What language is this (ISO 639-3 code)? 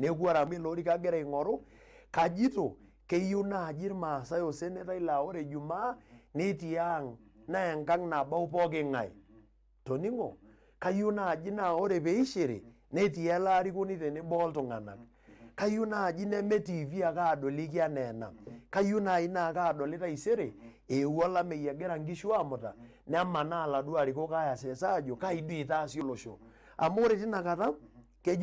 mas